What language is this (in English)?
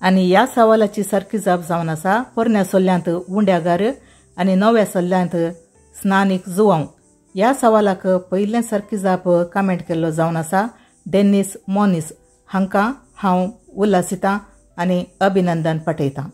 Konkani